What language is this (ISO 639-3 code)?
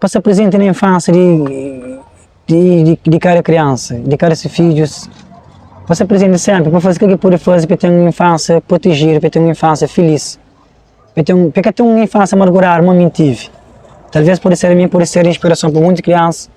kea